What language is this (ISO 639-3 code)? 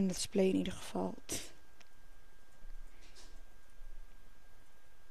nld